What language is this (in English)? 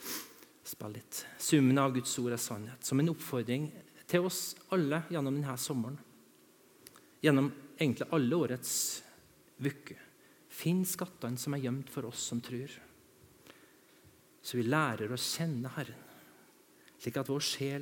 Norwegian